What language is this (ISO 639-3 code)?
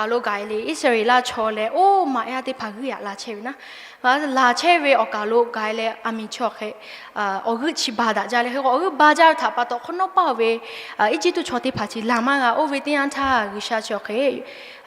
lhu